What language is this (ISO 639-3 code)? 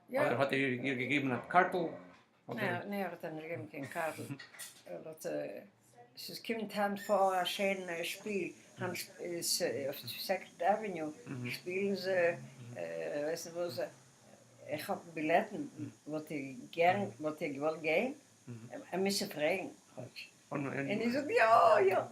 yid